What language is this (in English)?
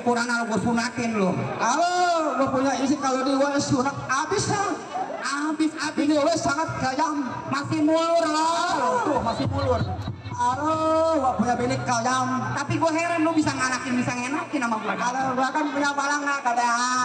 Betawi